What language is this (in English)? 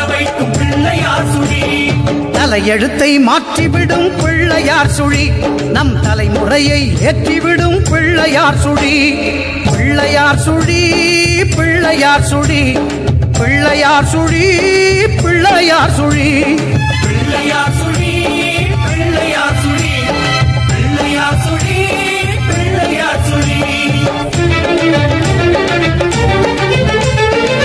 Tamil